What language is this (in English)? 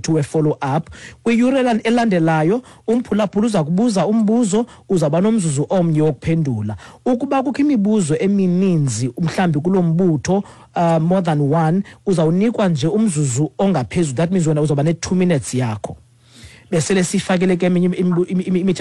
Xhosa